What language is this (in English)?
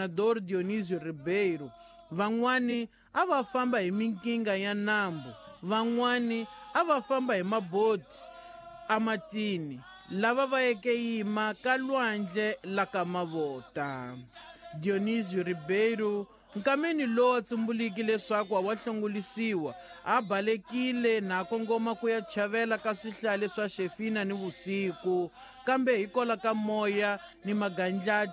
Tsonga